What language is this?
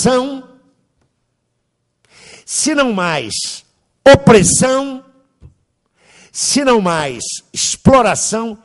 Portuguese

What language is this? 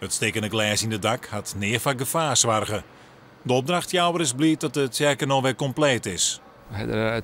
Western Frisian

